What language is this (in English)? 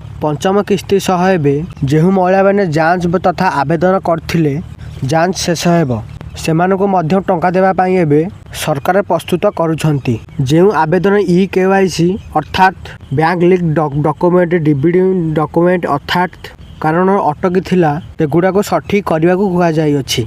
Odia